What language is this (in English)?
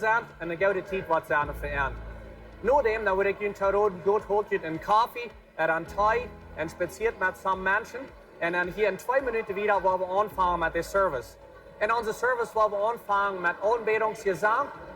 Plautdietsch